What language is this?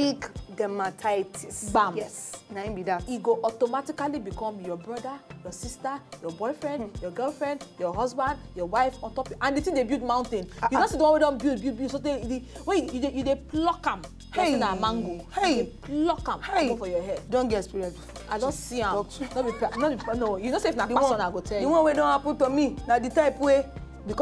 Nigerian Pidgin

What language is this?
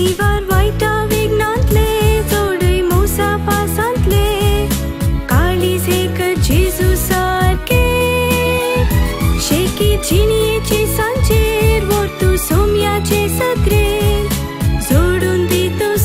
Konkani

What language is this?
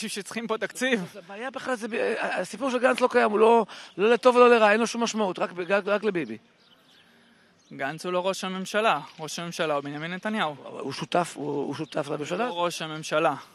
Hebrew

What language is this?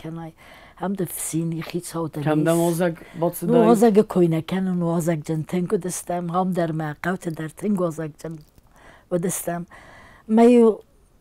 Ossetic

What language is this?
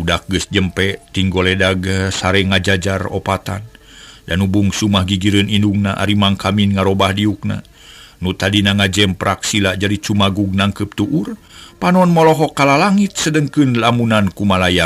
Sundanese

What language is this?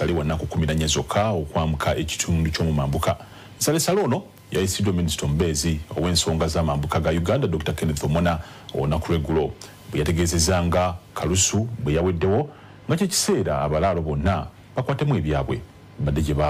Ganda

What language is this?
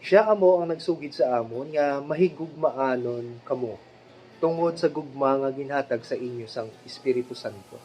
Hiligaynon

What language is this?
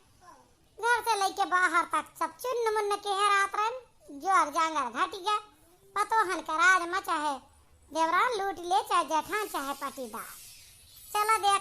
Awadhi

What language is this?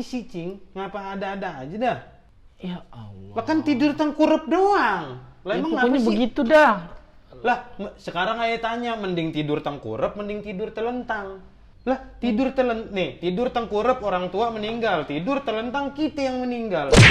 Betawi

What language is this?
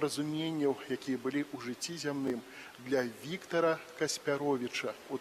Belarusian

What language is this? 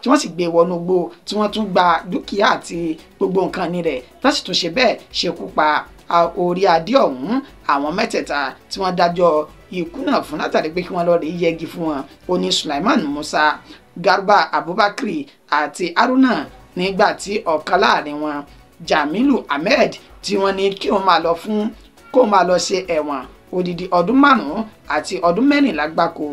Yoruba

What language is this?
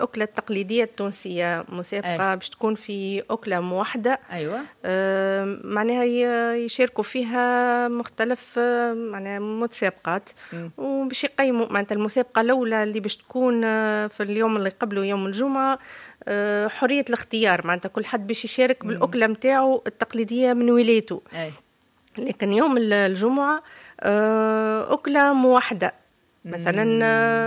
Tunisian Arabic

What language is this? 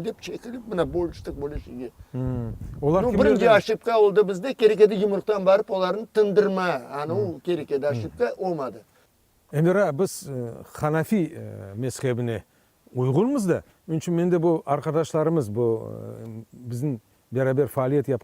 Crimean Tatar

